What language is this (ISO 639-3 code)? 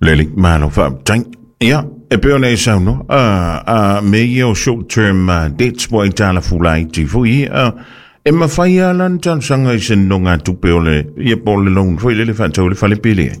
smo